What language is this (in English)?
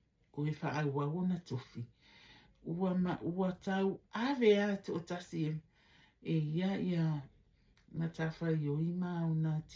Samoan